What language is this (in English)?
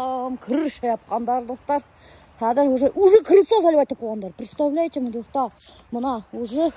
Bashkir